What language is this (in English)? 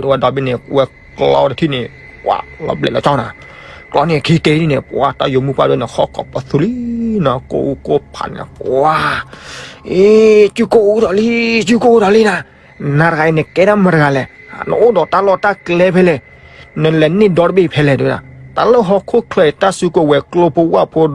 S'gaw Karen